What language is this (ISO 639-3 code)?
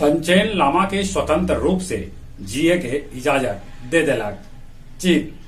mag